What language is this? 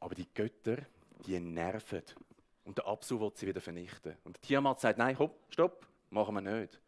Swiss German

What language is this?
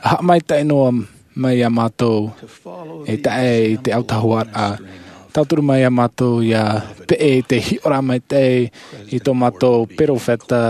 Tahitian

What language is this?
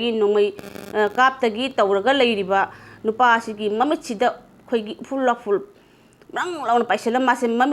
Manipuri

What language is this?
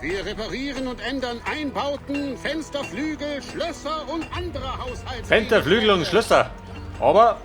Bavarian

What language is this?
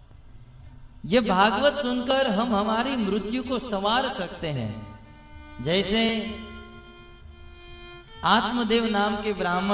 Hindi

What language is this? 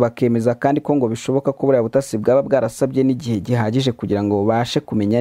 Kinyarwanda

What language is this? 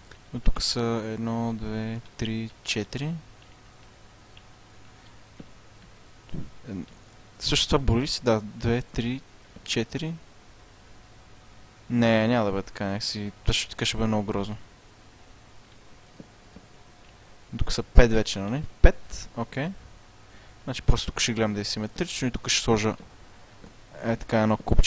Bulgarian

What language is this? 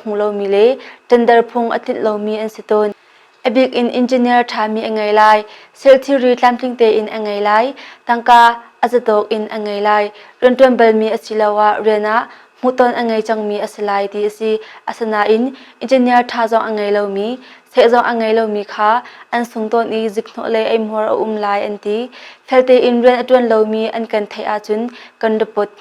Hakha Chin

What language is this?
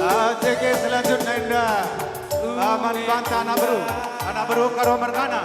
Batak Karo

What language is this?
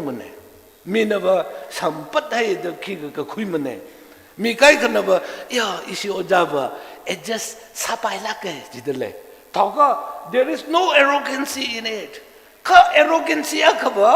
Tangkhul Naga (India)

